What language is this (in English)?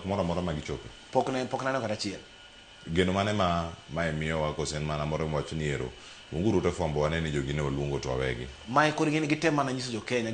Luo (Kenya and Tanzania)